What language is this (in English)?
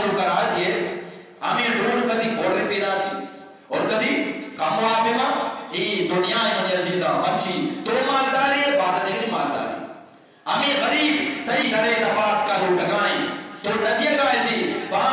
Eastern Balochi